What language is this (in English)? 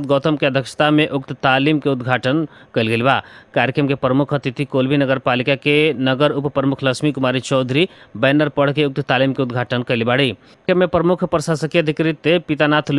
Bhojpuri